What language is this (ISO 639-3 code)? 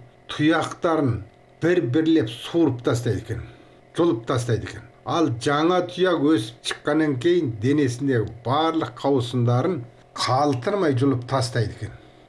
kaz